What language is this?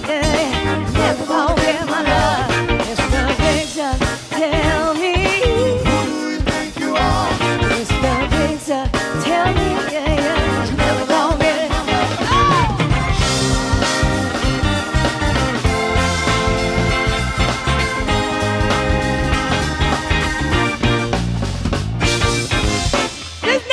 English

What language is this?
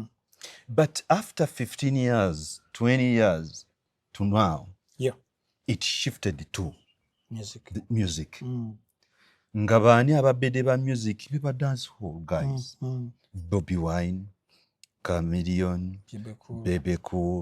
Ganda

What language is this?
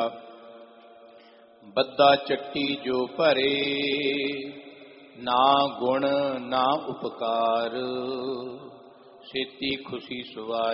Punjabi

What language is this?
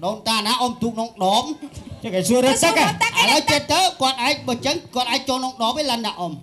Khmer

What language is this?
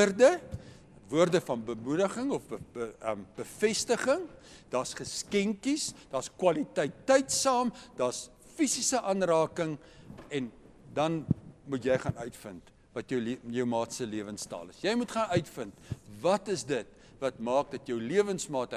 Afrikaans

